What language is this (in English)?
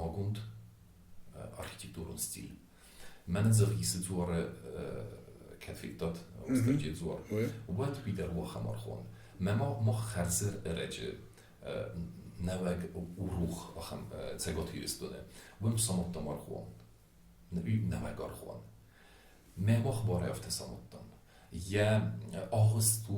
Ossetic